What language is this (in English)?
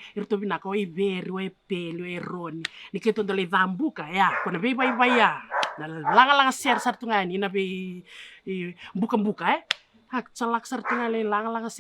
Fijian